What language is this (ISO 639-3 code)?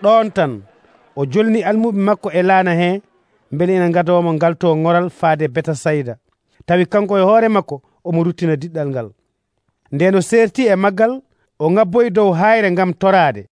fuv